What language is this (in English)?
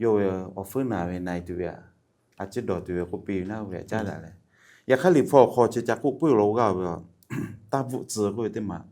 Lahu